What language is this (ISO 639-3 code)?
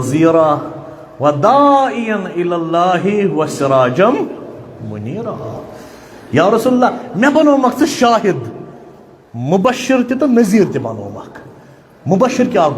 kas